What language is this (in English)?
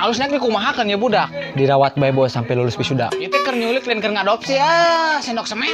Sundanese